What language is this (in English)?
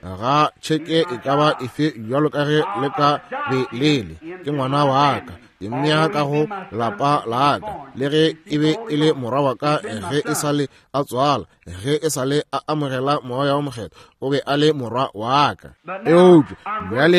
Northern Sotho